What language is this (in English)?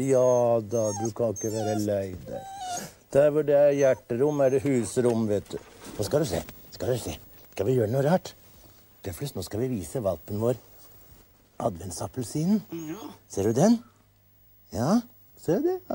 Norwegian